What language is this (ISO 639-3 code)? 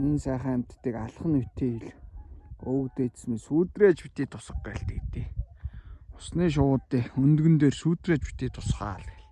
mon